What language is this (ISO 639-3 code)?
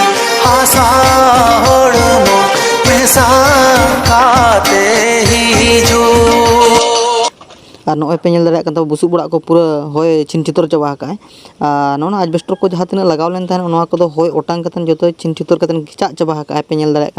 sat